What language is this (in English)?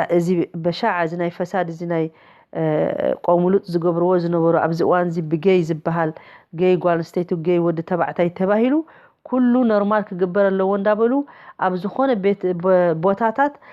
Tigrinya